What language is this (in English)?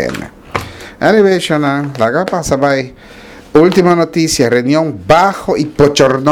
Papiamento